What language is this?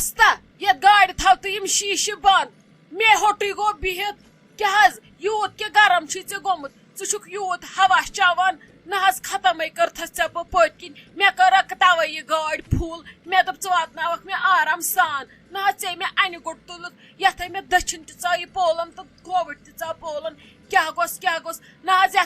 Kashmiri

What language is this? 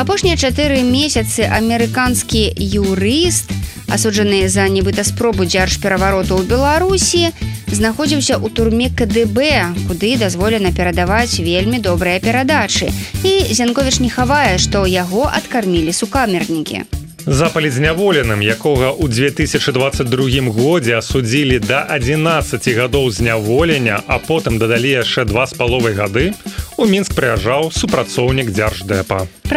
Belarusian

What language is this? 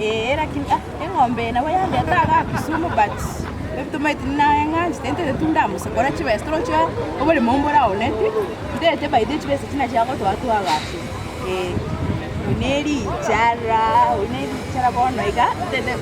Gusii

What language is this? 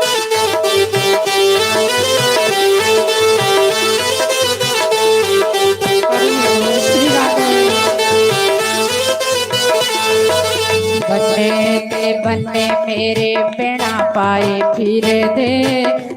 Dogri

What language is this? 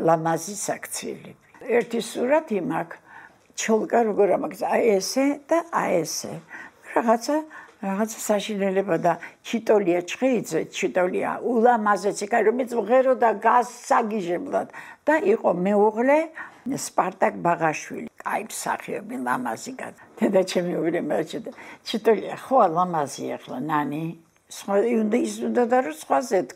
Georgian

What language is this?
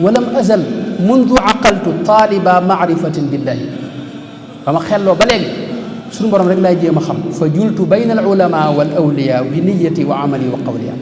Wolof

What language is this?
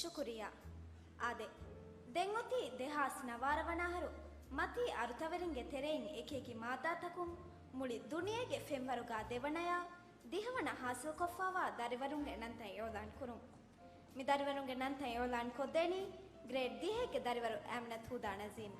Divehi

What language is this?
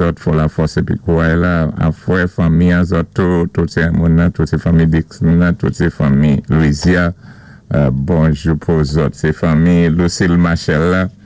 Saint Lucian Creole French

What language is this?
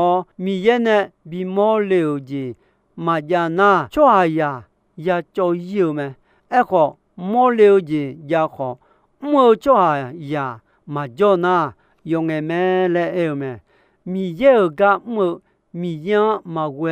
Akha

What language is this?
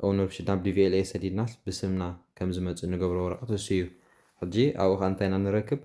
Tigrinya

